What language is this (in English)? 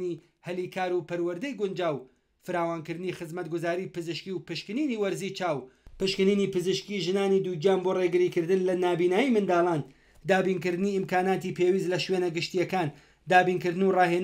Central Kurdish